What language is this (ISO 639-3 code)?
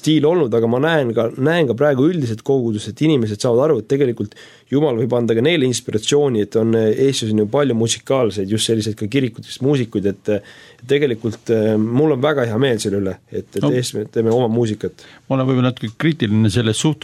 est